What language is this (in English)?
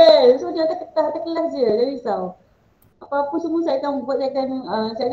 Malay